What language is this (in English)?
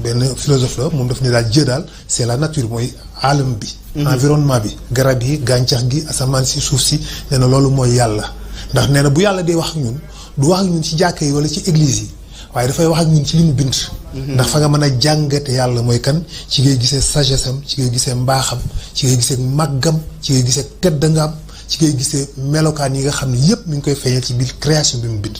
Wolof